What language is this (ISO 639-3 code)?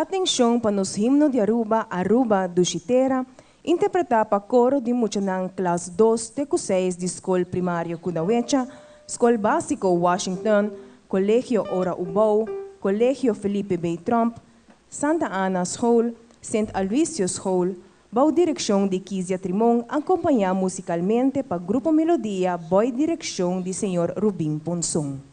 pap